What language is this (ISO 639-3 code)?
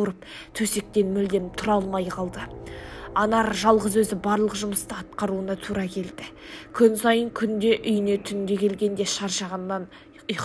kaz